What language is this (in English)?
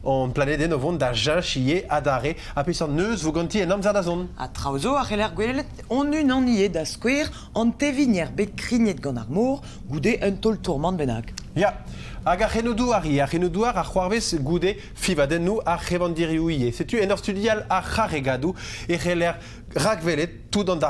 Breton